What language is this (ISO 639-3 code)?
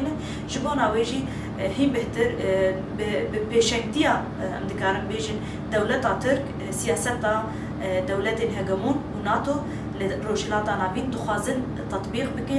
kur